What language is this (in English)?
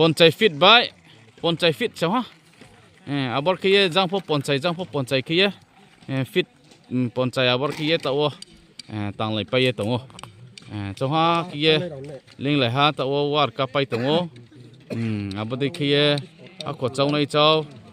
Riang (India)